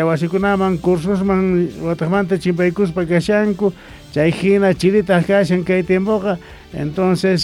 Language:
South Bolivian Quechua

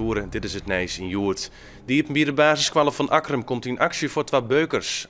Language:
Western Frisian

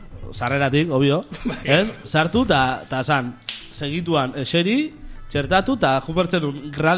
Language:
Basque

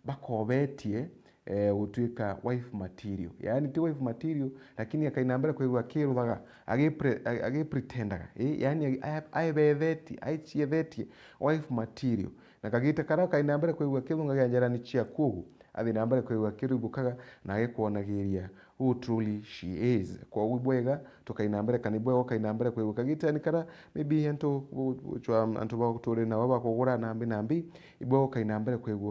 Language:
Meru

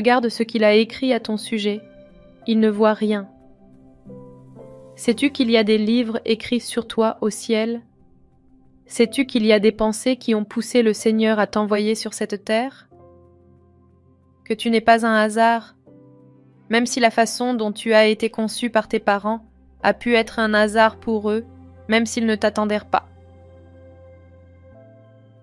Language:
French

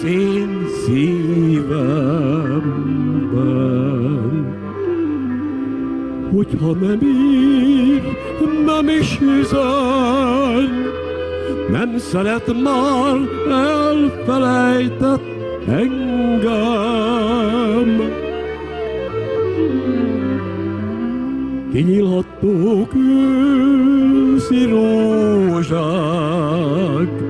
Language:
Hungarian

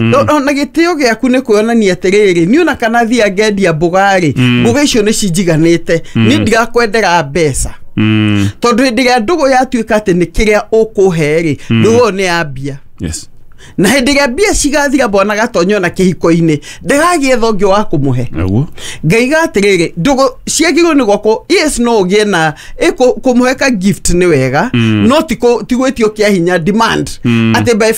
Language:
Kikuyu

